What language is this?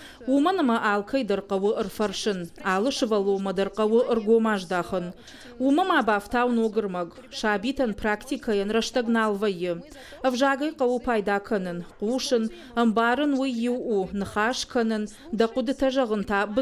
Ossetic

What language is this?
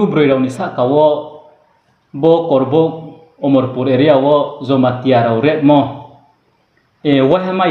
Riang (India)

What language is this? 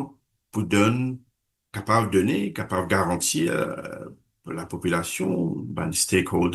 Morisyen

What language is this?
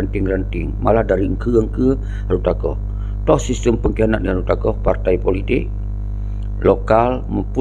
Achinese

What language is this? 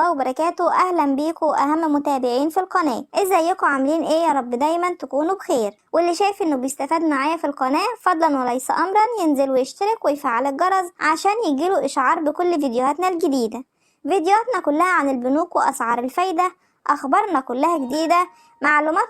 Egyptian Arabic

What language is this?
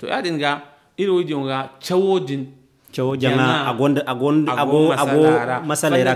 Zarma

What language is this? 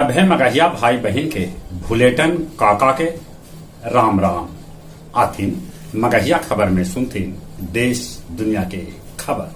Magahi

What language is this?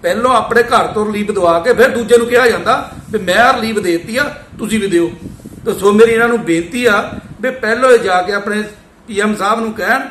Punjabi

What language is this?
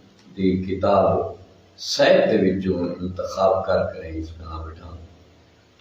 Saraiki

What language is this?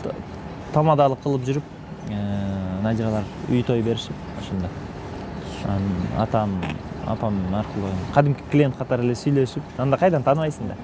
Kyrgyz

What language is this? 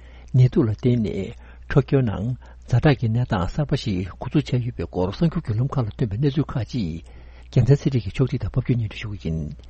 Tibetan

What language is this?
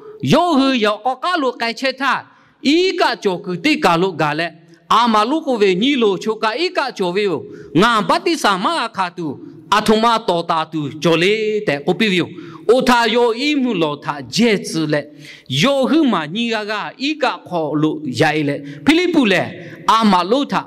Lahu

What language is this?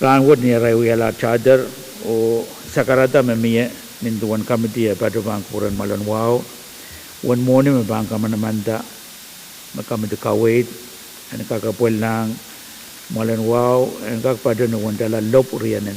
Pohnpeian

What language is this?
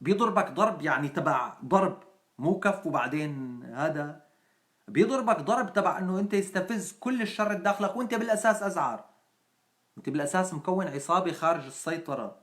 North Levantine Arabic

